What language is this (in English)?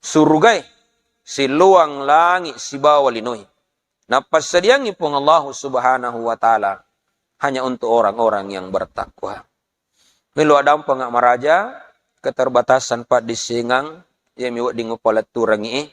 Buginese